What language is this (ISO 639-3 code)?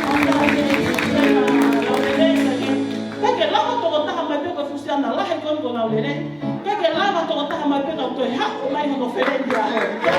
ton